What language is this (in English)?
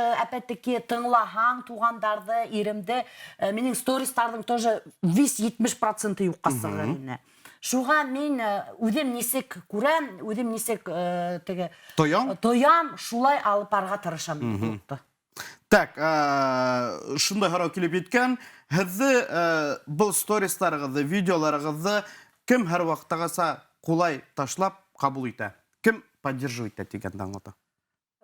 Bashkir